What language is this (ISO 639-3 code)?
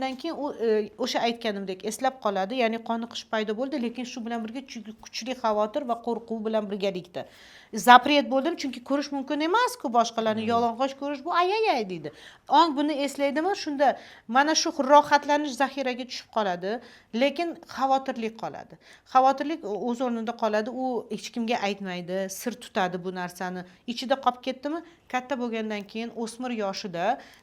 uzb